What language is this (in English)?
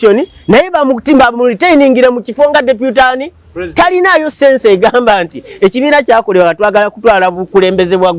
Ganda